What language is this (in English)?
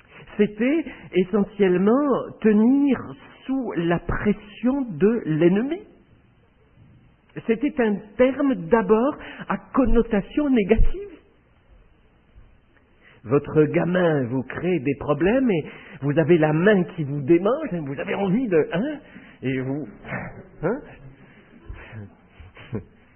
French